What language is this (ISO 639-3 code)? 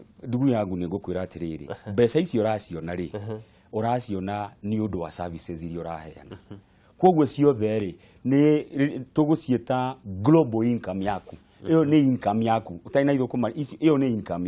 kik